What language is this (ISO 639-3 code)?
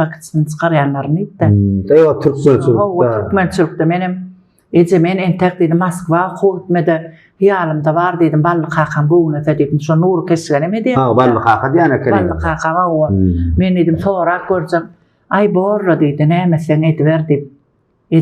tuk